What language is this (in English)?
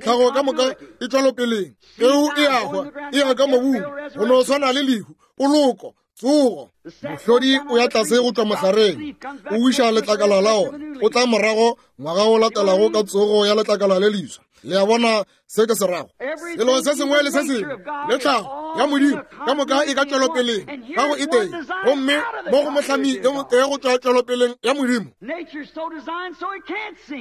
Northern Sotho